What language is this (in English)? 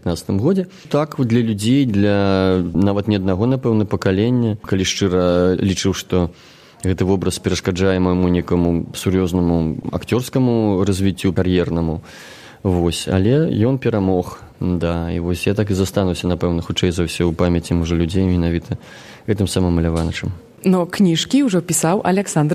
Belarusian